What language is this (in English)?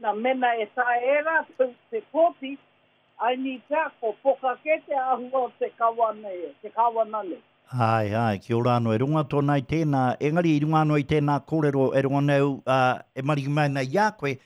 Māori